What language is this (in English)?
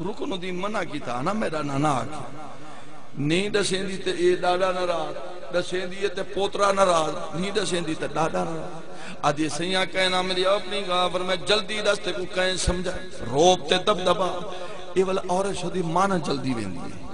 Saraiki